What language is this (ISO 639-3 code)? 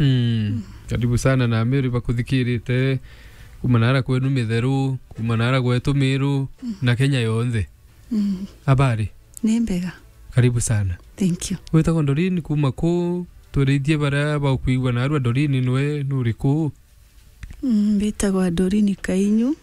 mer